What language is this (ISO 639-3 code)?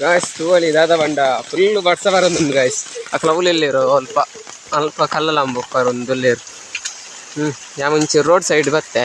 tcy